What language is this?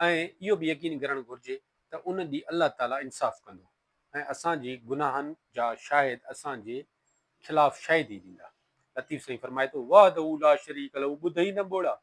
Sindhi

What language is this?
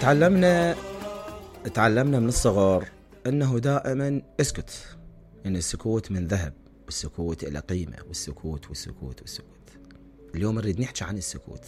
Mesopotamian Arabic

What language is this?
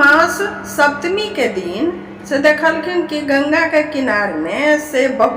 Maithili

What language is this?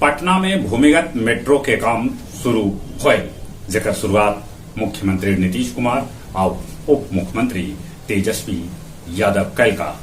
Magahi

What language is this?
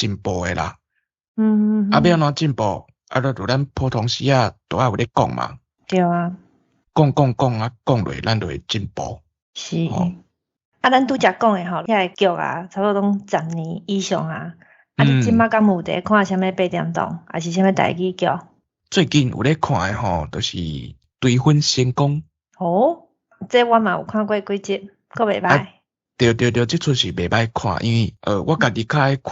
Min Nan Chinese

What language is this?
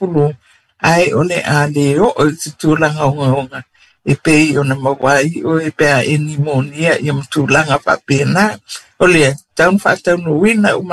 Samoan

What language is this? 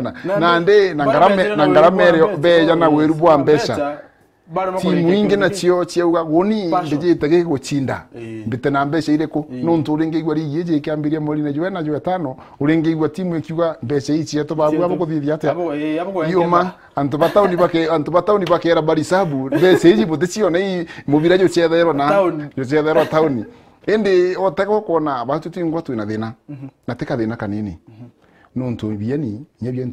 Meru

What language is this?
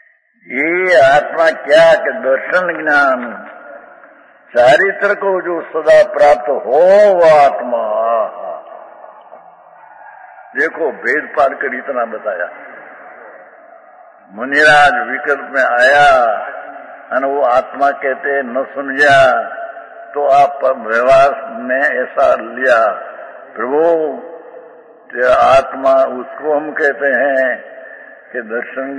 Hindi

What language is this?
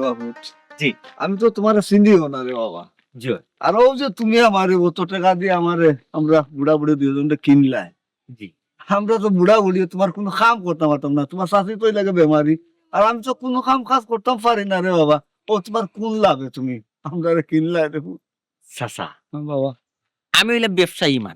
Sylheti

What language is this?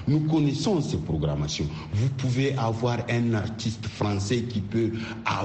French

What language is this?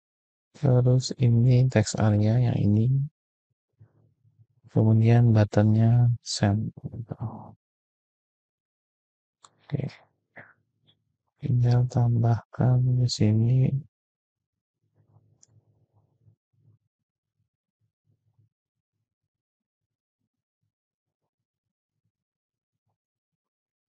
Indonesian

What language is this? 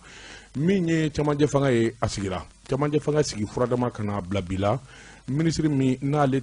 Bambara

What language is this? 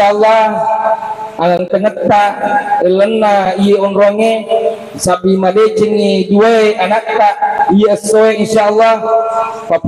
Buginese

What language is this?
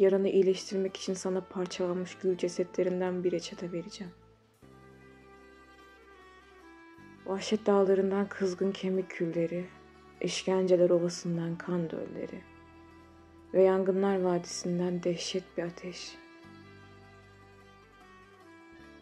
Turkish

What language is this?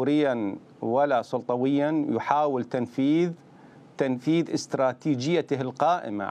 Mesopotamian Arabic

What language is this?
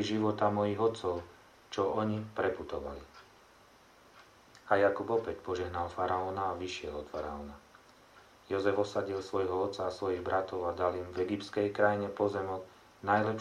Slovak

